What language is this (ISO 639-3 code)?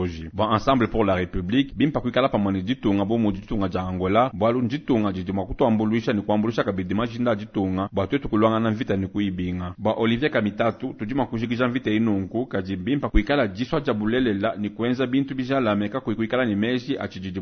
lua